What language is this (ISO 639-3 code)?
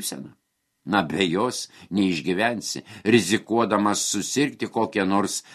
lit